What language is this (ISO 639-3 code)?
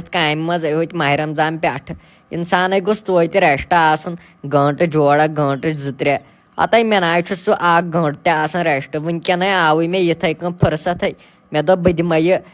kas